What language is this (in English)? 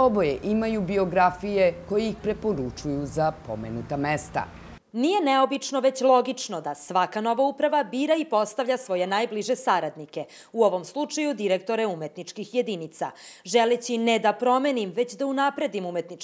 Serbian